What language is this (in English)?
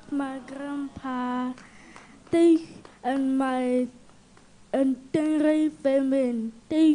Tswana